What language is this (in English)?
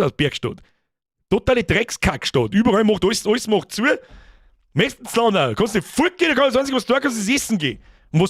Bavarian